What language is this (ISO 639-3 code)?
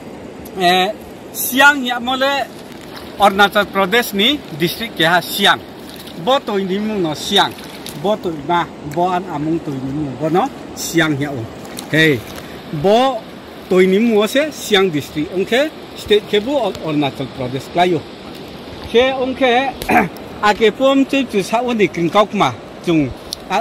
ria